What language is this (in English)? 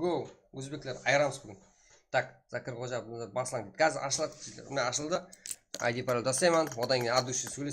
Kara-Kalpak